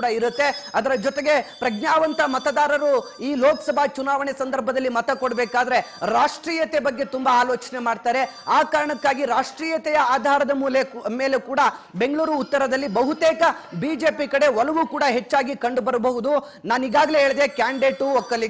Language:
Kannada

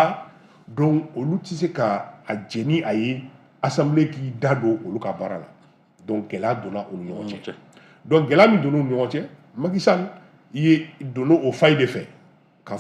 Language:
Bambara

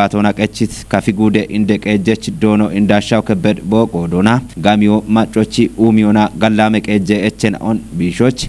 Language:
Kafa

